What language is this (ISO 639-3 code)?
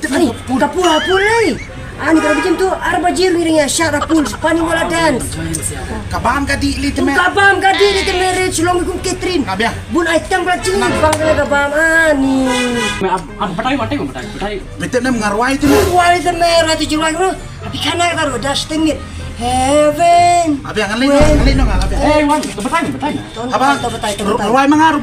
kha